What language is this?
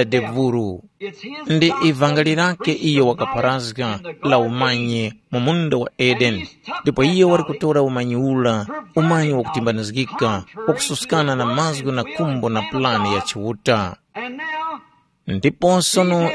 Tumbuka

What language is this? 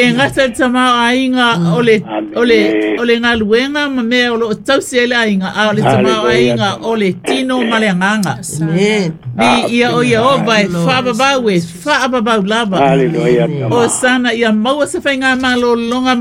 Samoan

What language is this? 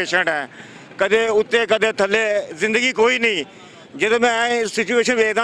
Western Panjabi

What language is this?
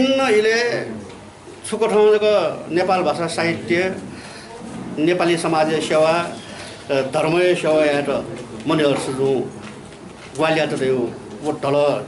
Newari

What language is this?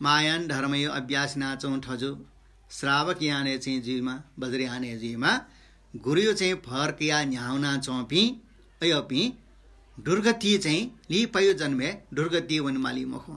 Newari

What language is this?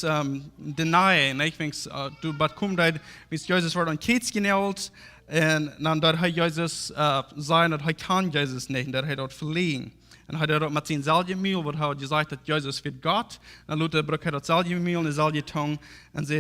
Plautdietsch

